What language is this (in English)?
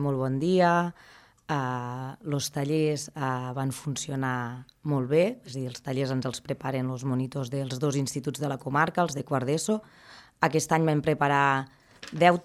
Catalan